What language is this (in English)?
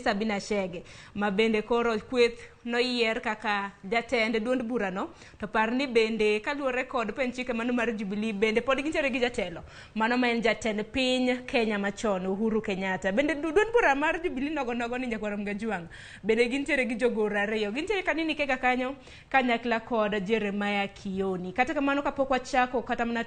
Luo (Kenya and Tanzania)